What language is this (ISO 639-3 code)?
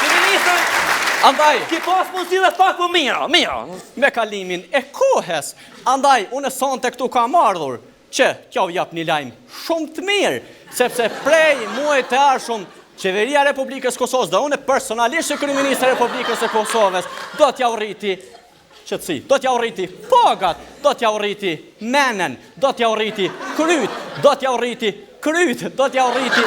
sqi